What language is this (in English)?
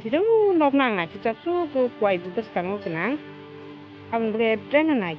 Kok Borok